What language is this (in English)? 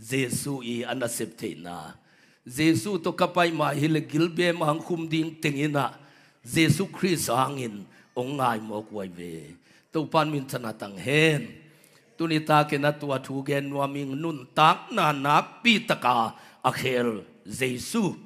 Tedim Chin